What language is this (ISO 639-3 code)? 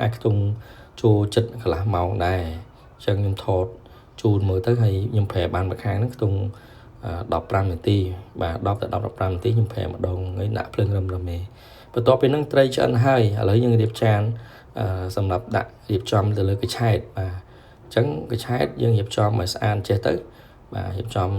khm